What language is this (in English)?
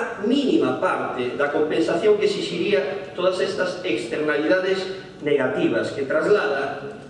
Galician